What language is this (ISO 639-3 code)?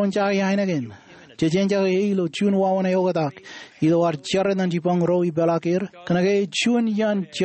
mah